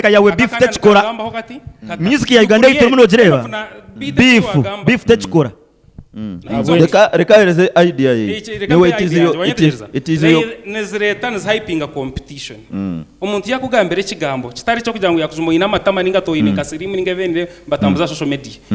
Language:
Nyankole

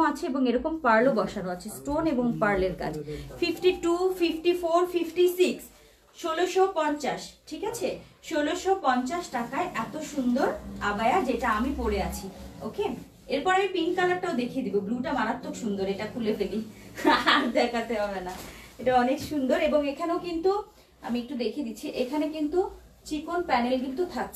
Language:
Bangla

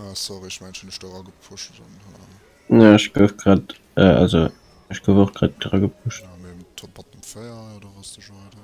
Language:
Luxembourgish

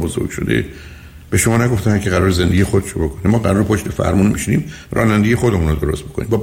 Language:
Persian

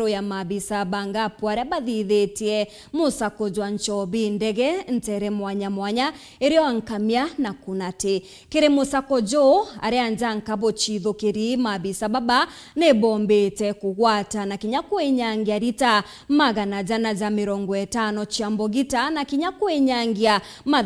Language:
Meru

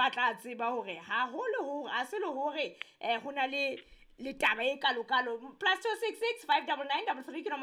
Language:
Southern Sotho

